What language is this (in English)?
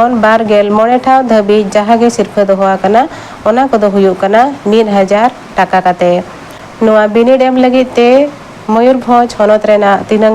Santali